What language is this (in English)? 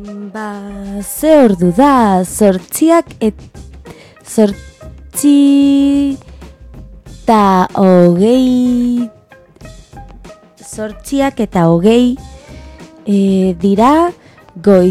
Basque